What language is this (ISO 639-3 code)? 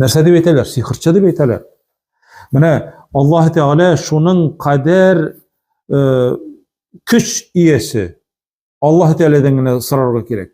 tat